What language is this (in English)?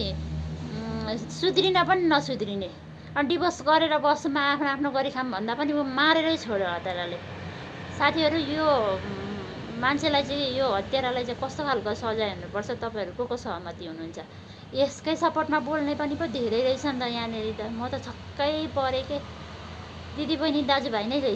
Nepali